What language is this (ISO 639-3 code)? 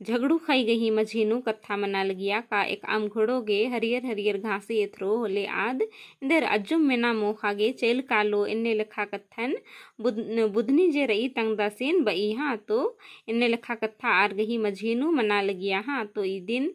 kru